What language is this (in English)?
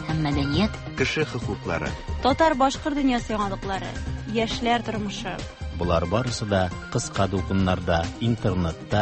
Tatar